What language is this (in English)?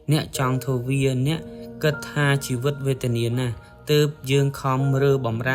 Khmer